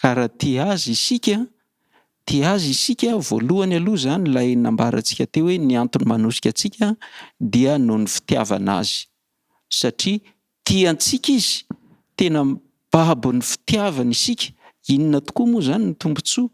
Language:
Malagasy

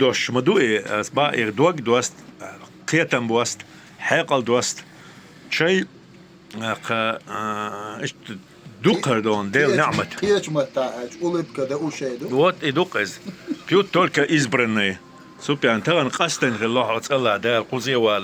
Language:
Chechen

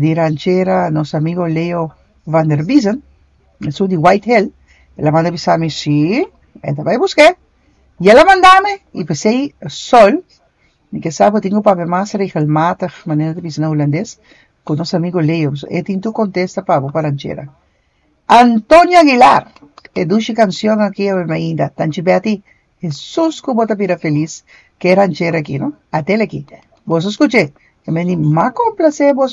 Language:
Papiamento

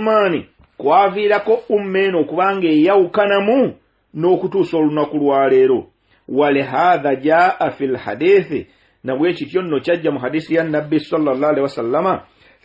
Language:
Ganda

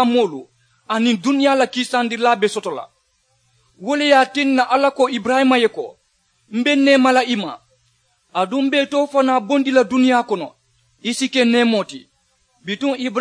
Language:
Mandingo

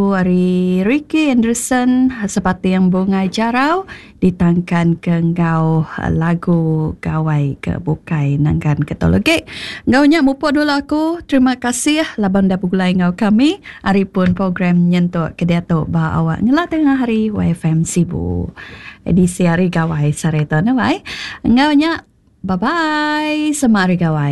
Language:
Iban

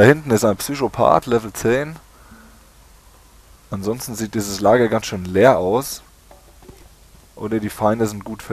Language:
German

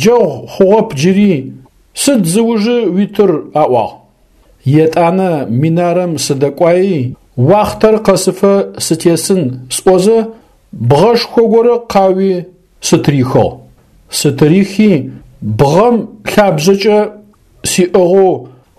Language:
Adyghe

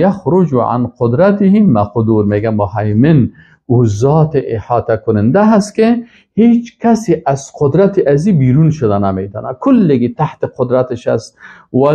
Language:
Persian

